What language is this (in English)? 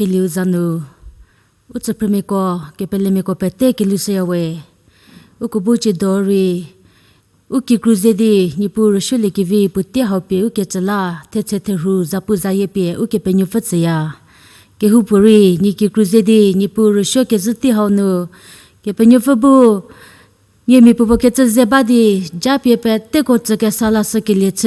Angami Naga